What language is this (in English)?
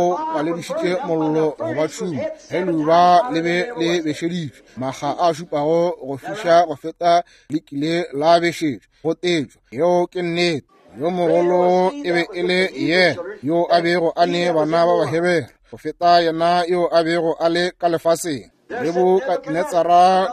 Northern Sotho